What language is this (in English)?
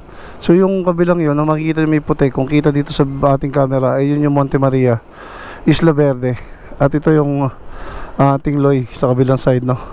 Filipino